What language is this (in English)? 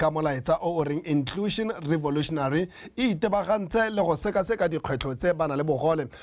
Tswana